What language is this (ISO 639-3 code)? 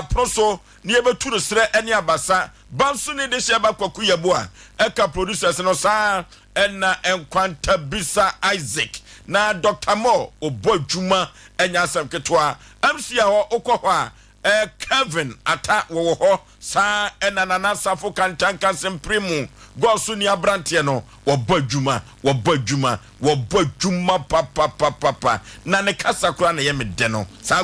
aka